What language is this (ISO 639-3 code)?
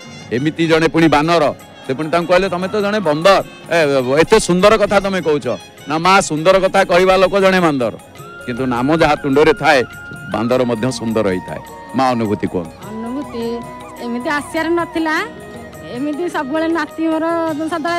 ori